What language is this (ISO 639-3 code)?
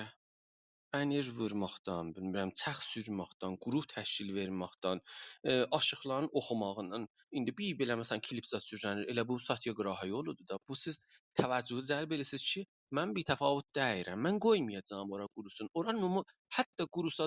azb